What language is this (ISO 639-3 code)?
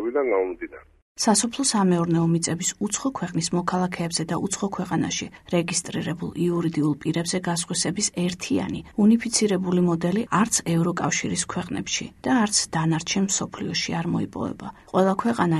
kat